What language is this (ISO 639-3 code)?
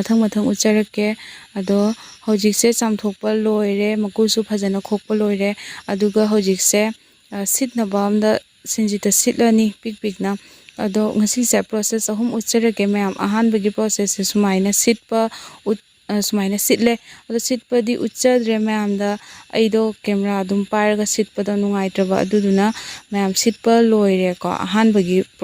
mni